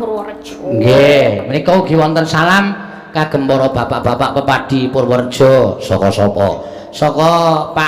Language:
Javanese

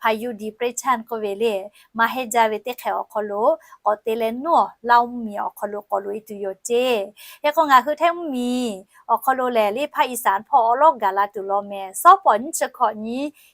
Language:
Lahu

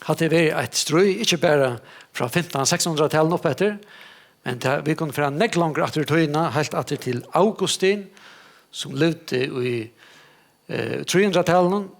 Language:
Faroese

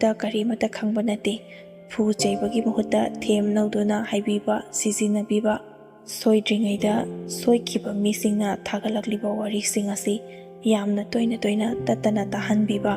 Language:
Manipuri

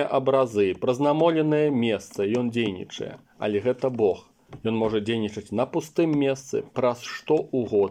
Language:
Belarusian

